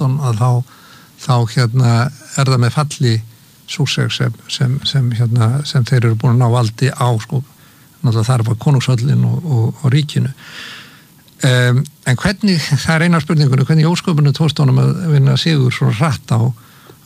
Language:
Icelandic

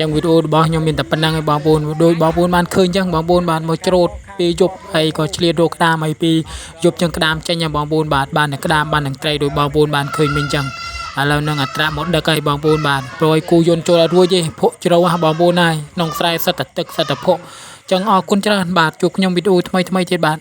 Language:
Khmer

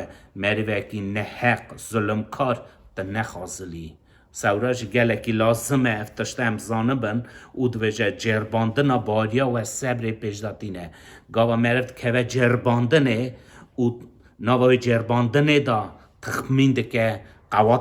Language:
Kurdish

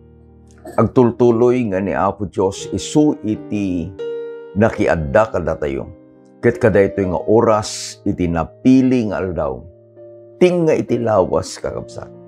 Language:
Iloko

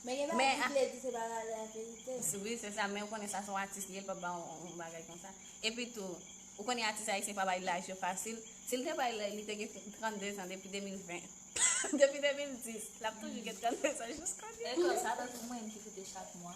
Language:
Haitian Creole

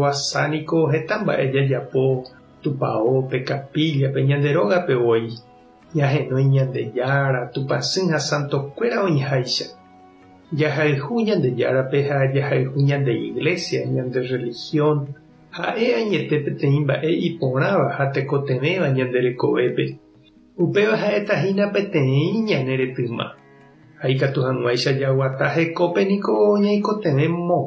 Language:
Guarani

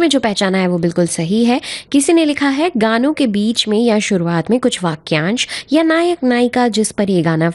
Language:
Hindi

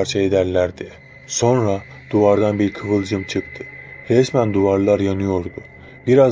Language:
Turkish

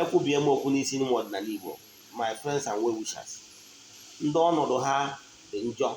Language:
Igbo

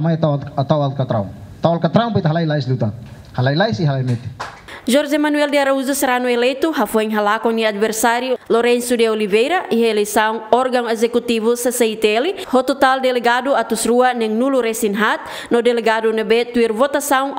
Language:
Tetum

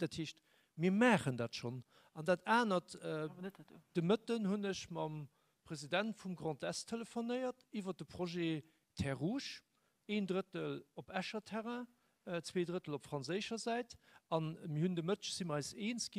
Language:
Luxembourgish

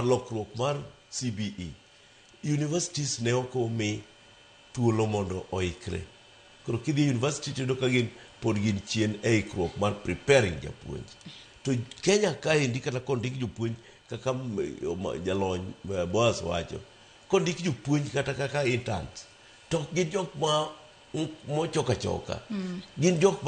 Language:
Luo (Kenya and Tanzania)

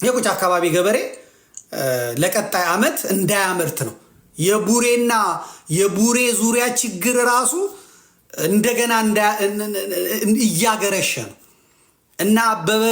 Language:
Amharic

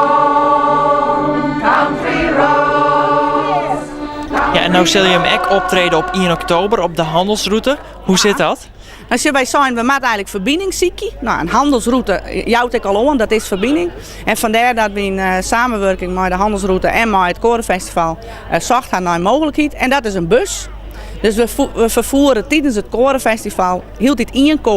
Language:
Western Frisian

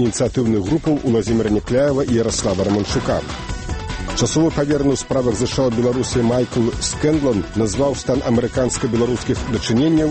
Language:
Belarusian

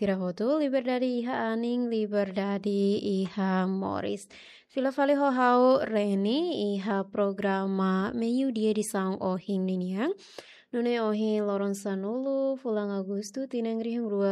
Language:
Tetum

